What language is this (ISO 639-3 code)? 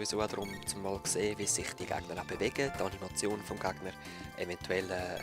gsw